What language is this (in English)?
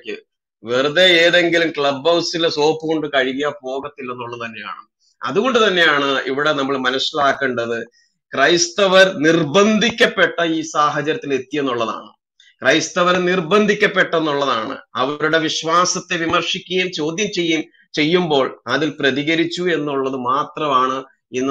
Malayalam